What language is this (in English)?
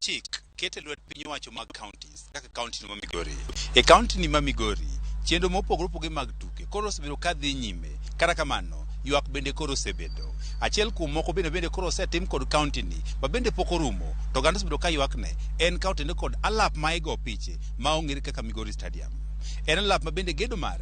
Luo (Kenya and Tanzania)